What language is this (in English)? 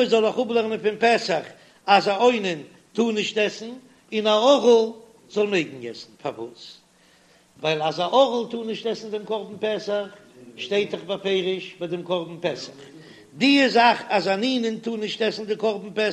Yiddish